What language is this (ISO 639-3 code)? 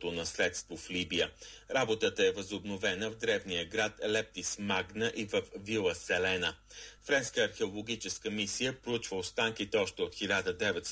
bul